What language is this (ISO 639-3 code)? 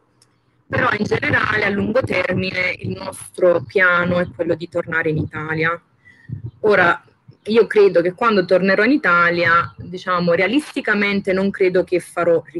ita